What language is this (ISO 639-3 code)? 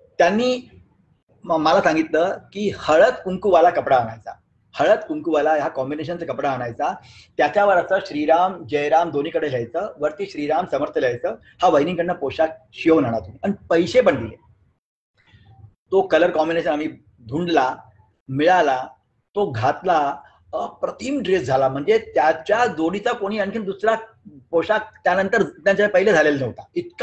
mar